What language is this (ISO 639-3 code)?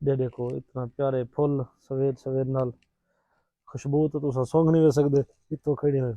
skr